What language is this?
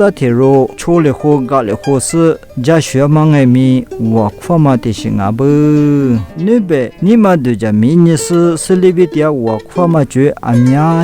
Lisu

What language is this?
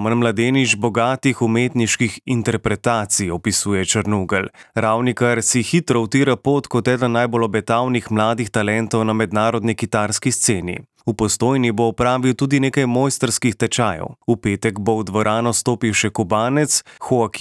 Slovenian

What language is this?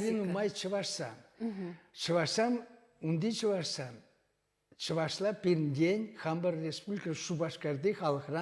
Chuvash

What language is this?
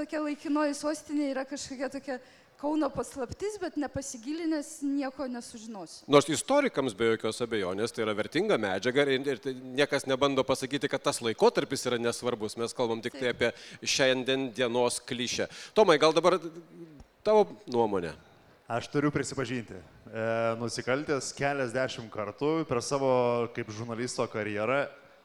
Lithuanian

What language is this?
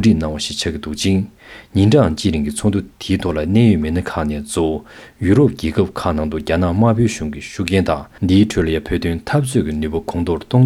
Tibetan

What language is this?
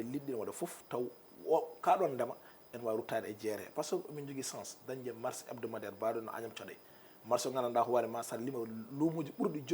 Fula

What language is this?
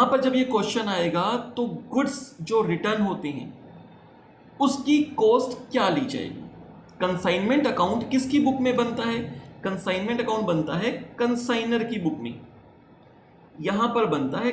Hindi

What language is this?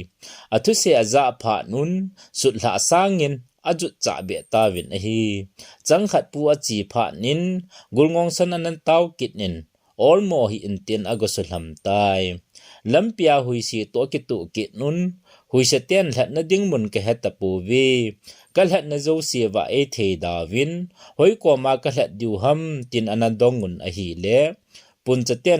Thado Chin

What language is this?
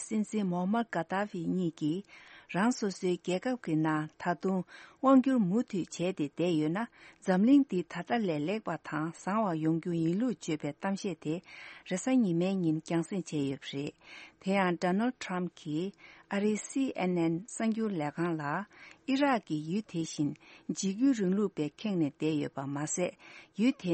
Tibetan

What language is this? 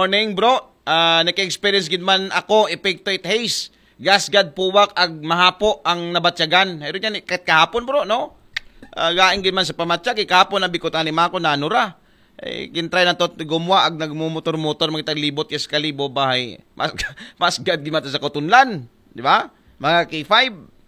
Aklanon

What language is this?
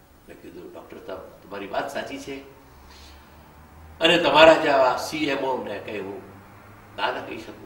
Gujarati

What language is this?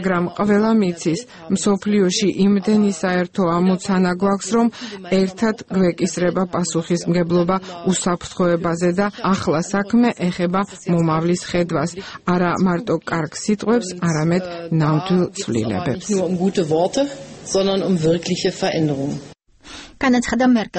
Georgian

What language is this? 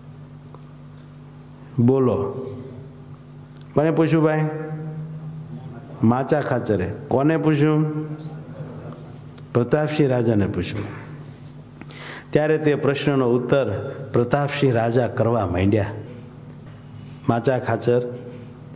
Gujarati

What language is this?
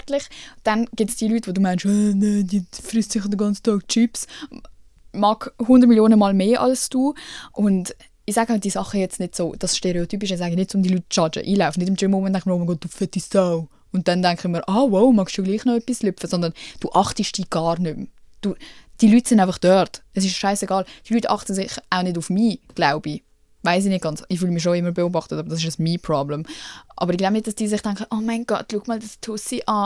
Swiss German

